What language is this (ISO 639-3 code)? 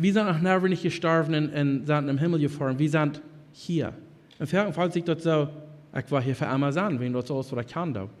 pdt